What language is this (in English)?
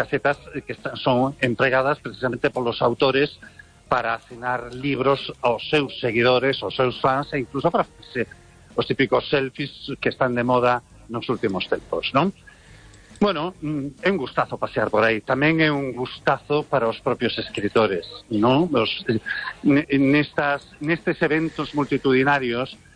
Galician